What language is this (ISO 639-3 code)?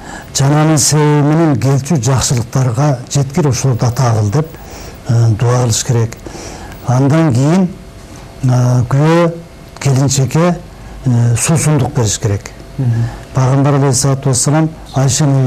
kir